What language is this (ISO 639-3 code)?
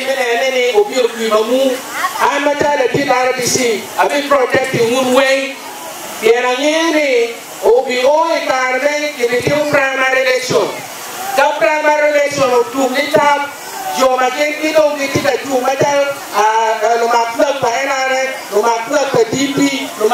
ach